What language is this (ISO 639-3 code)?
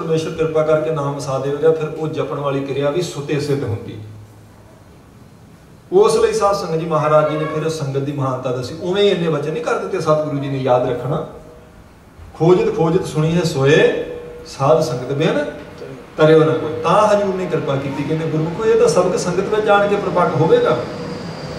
pan